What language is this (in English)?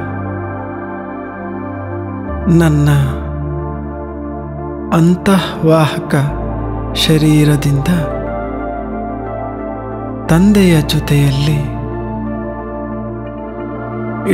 Kannada